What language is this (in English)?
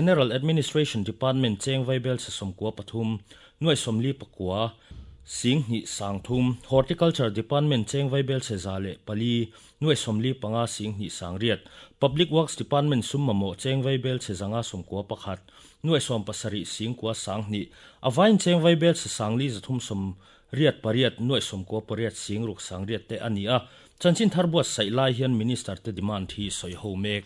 Mizo